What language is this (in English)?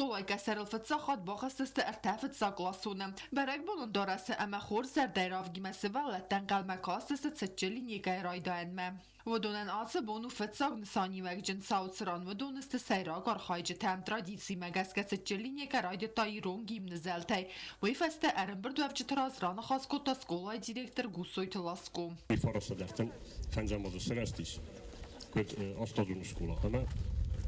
Ossetic